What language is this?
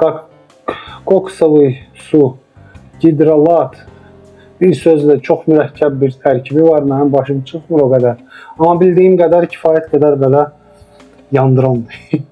Azerbaijani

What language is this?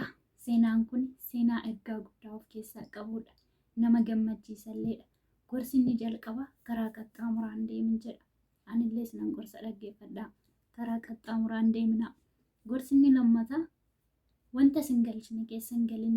Oromo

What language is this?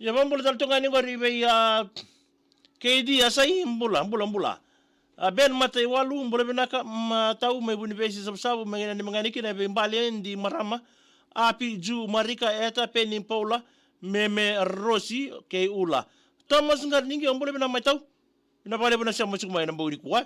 Fijian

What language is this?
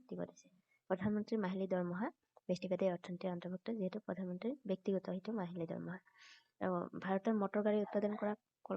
Assamese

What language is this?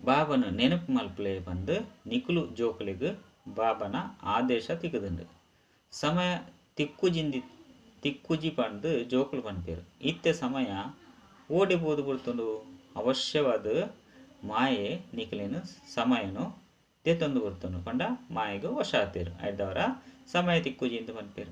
Tulu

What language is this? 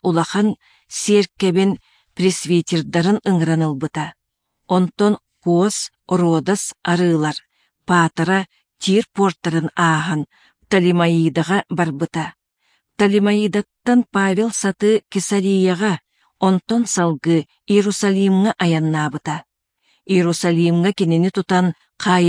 Yakut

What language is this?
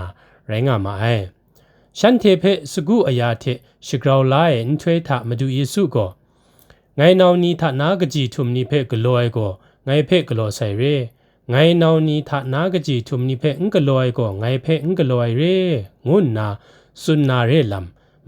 Kachin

